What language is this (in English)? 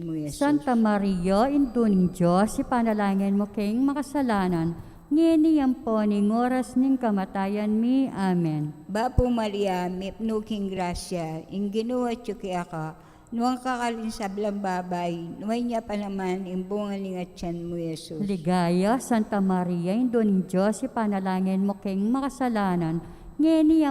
Pampanga